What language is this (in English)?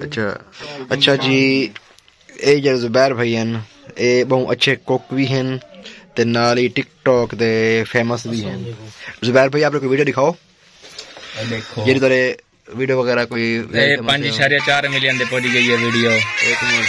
Saraiki